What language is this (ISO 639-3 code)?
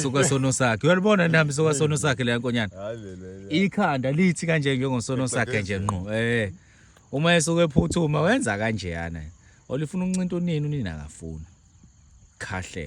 zul